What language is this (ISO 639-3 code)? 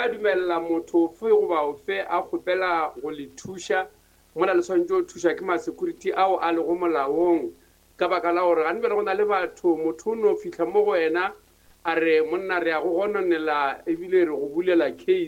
nso